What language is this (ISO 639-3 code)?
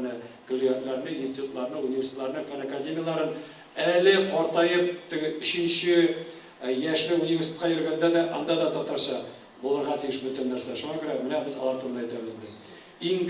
tat